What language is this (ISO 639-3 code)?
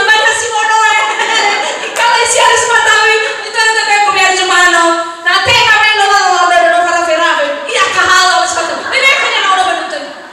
nia